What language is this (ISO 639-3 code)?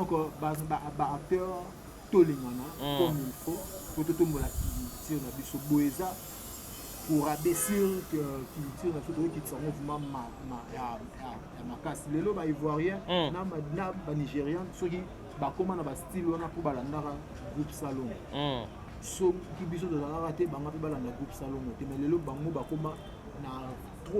lin